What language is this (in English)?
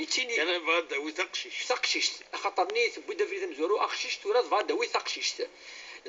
Kabyle